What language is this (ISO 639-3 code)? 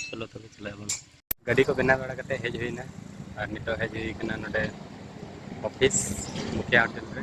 sat